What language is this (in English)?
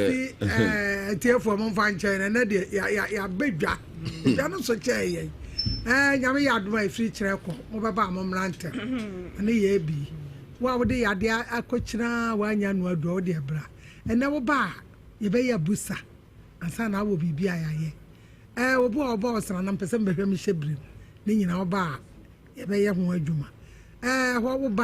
Akan